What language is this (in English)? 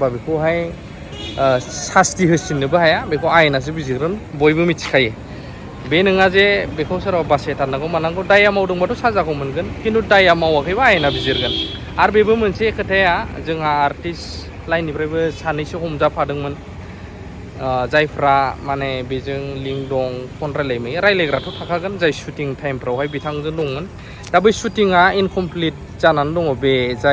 Bodo